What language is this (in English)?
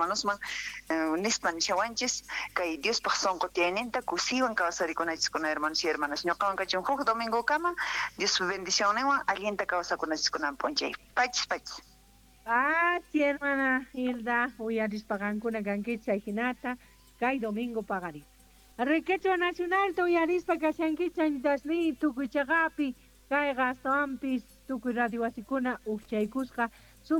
South Bolivian Quechua